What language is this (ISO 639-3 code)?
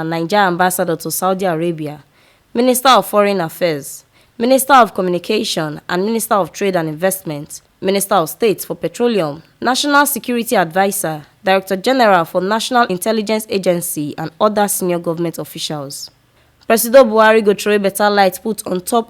pcm